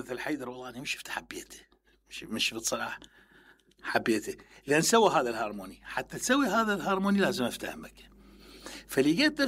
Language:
Mesopotamian Arabic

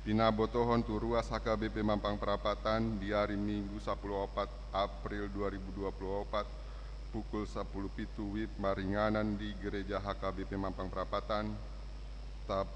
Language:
Batak Toba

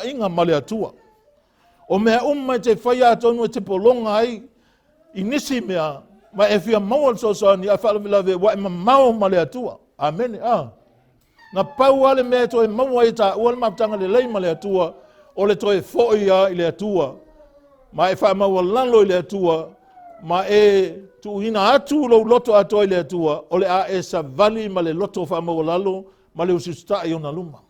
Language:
Samoan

